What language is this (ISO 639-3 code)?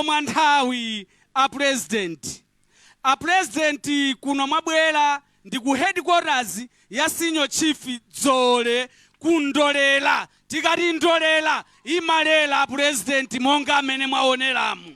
nya